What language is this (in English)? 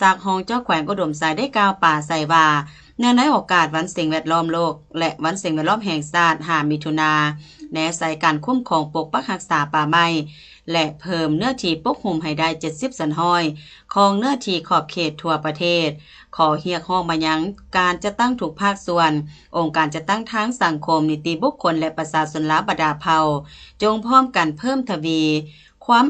Lao